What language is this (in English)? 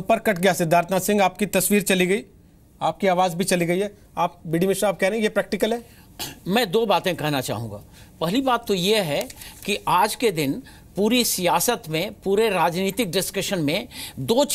Hindi